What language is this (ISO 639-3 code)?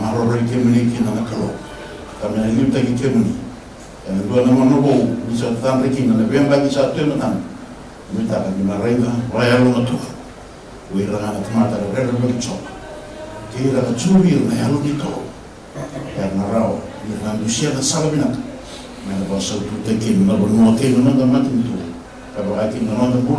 fij